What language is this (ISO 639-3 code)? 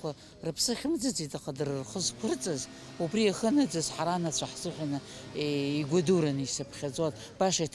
abk